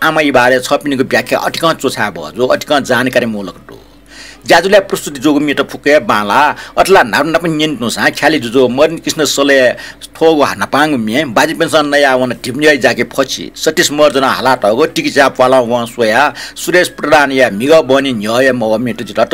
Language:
Newari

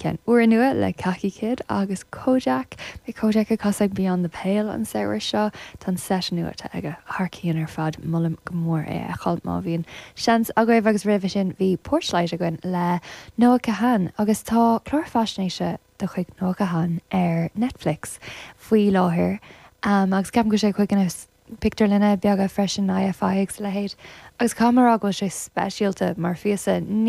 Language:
Irish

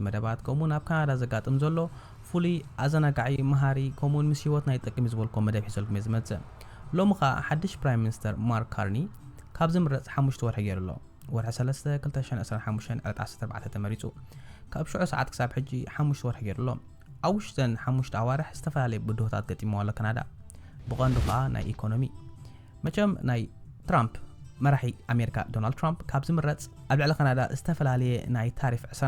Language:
Tigrinya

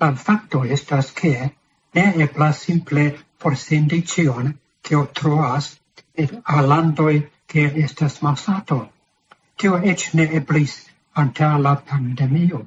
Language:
Esperanto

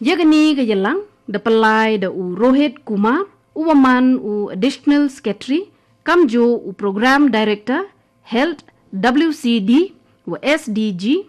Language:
Garo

